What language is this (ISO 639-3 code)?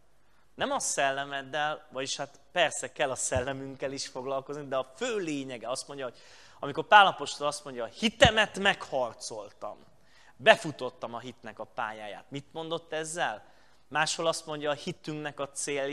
hun